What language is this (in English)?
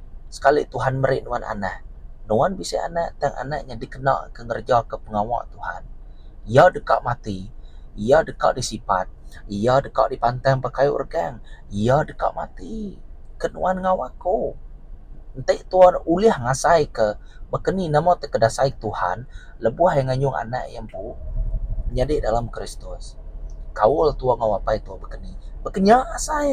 Iban